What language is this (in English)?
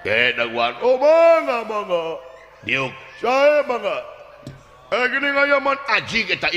Sundanese